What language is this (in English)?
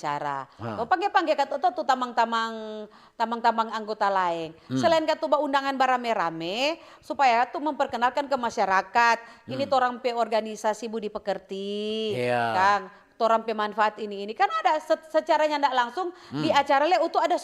Manado Malay